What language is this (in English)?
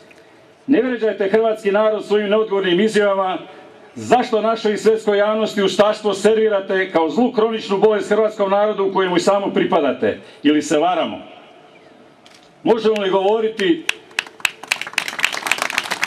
Croatian